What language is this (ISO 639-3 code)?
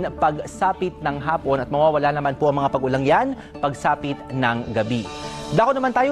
fil